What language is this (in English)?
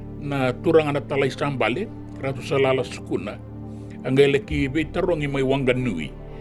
Fijian